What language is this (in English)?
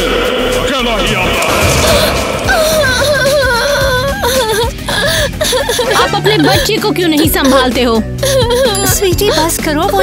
Hindi